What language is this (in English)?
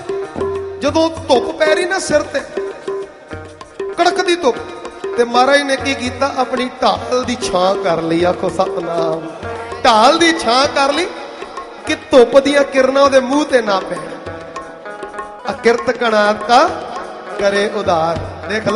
Punjabi